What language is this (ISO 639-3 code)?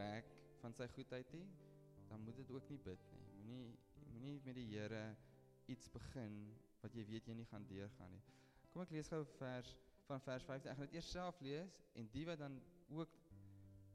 afr